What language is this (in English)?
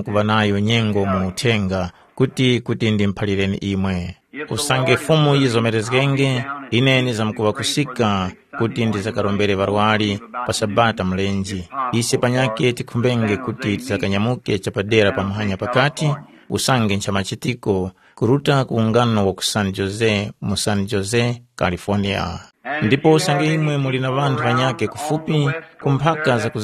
Tumbuka